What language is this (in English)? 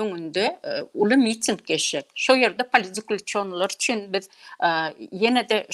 Turkmen